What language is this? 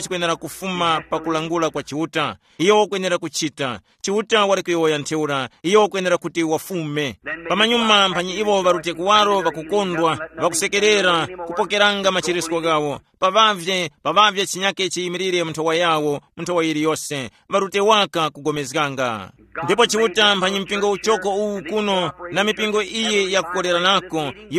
Tumbuka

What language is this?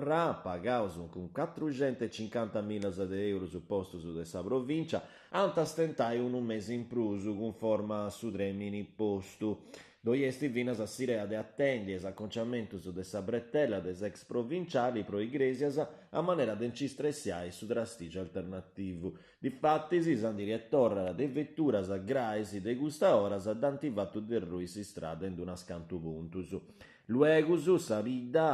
Sardinian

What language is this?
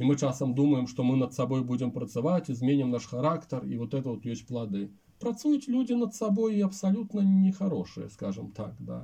Belarusian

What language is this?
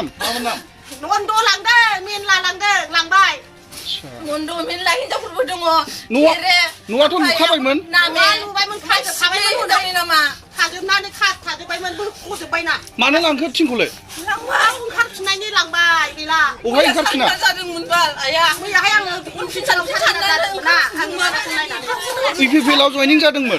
Bodo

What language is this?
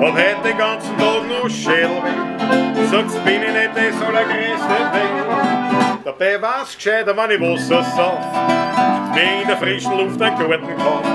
Bavarian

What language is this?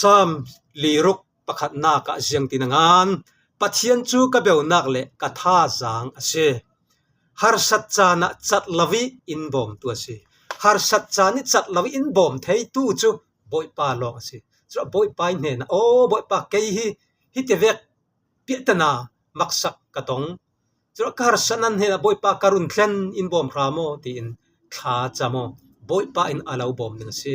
Falam Chin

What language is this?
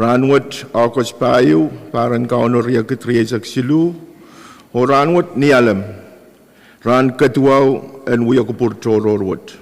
Pohnpeian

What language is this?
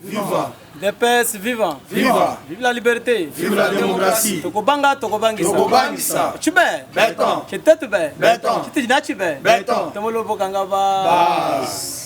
Luba-Lulua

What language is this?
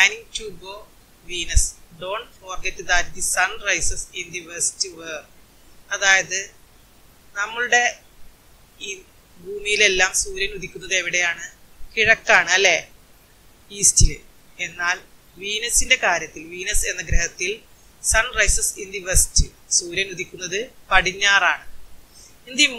Malayalam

